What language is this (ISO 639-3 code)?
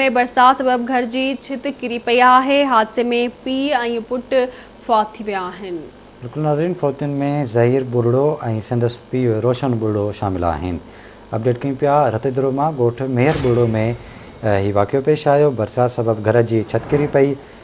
snd